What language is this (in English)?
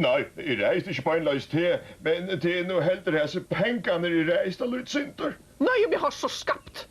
Faroese